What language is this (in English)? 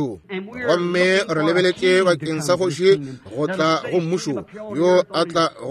Northern Sotho